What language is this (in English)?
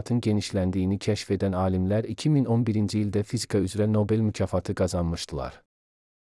Azerbaijani